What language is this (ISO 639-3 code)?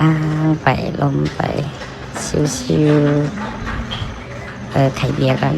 lao